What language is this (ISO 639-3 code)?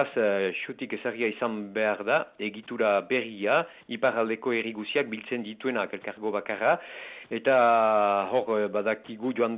eus